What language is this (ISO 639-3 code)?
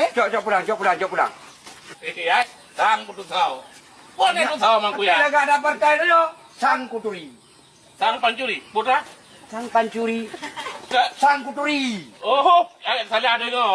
ace